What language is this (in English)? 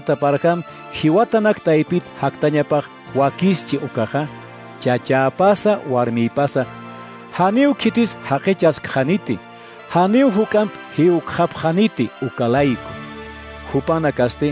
Aymara